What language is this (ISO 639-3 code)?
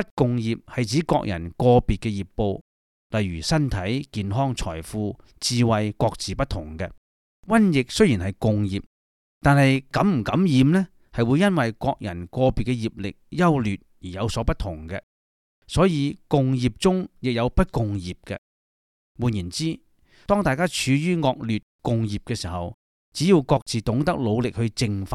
yue